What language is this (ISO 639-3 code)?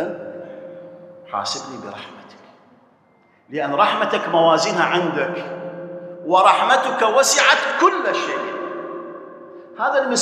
ara